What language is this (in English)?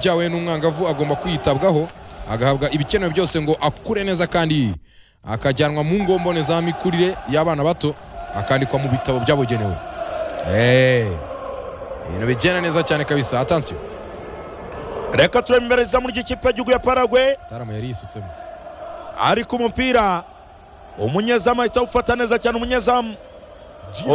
Kinyarwanda